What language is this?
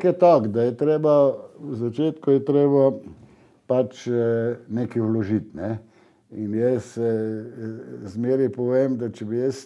Slovenian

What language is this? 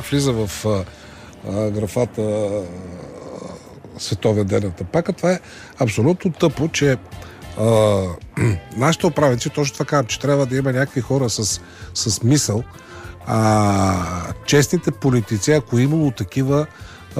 Bulgarian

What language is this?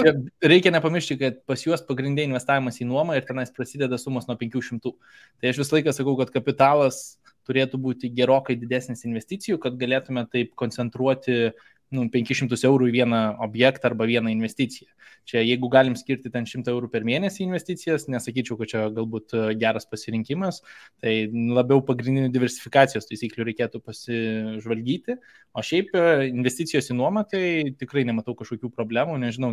Lithuanian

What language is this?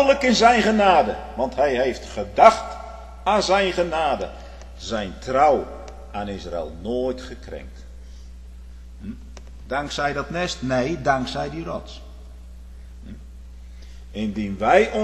Dutch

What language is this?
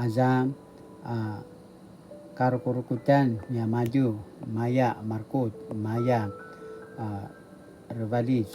Paiwan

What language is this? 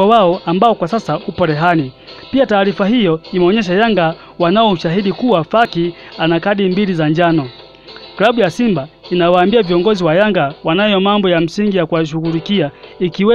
Swahili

